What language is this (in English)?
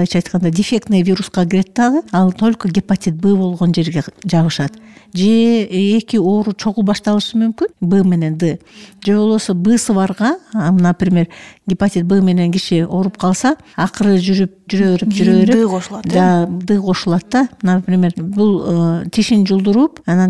Kyrgyz